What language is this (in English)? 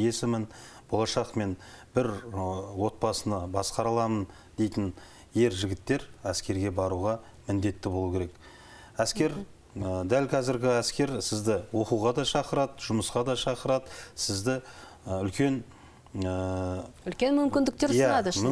Kazakh